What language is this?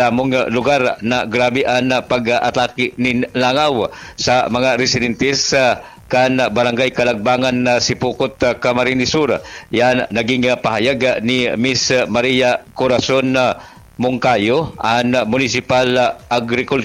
Bikol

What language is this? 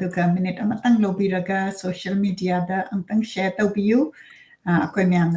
Manipuri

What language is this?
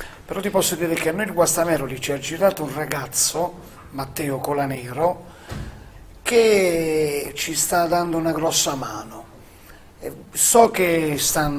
Italian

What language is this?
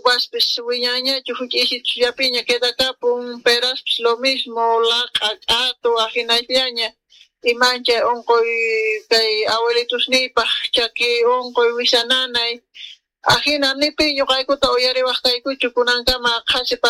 South Bolivian Quechua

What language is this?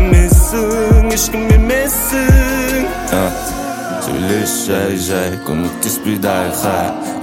Kazakh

